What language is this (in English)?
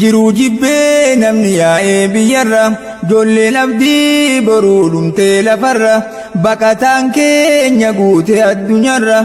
Oromo